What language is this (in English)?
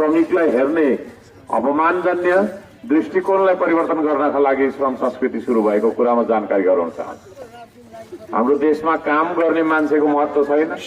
Nepali